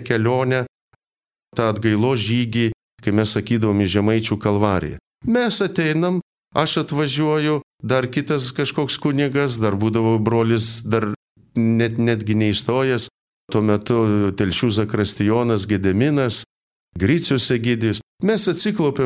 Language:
Lithuanian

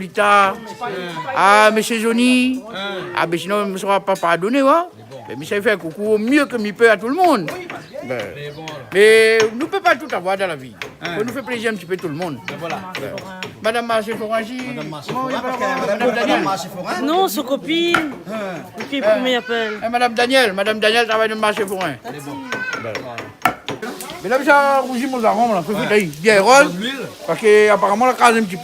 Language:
Réunion Creole French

